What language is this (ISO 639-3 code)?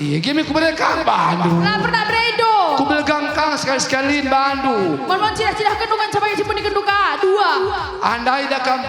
btx